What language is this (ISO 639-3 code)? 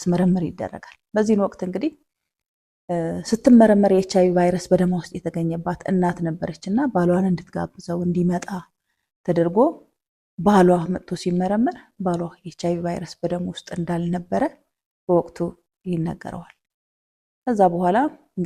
amh